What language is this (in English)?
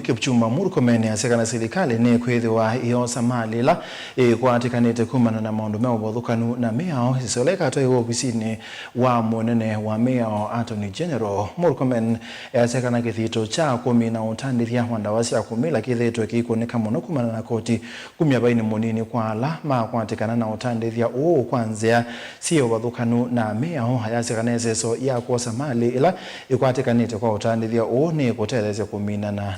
Kamba